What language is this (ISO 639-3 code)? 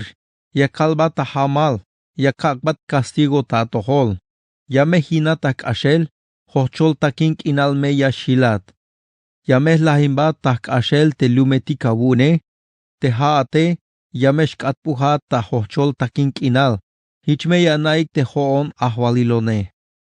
tzh